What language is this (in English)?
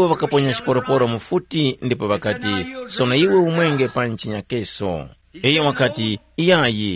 Tumbuka